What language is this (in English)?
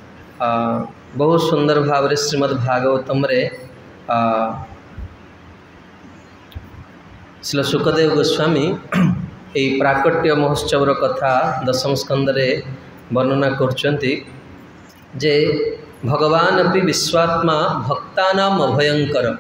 Odia